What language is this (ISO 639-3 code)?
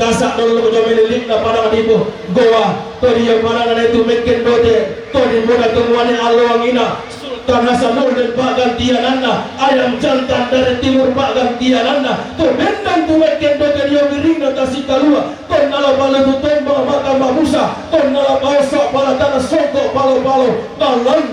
sda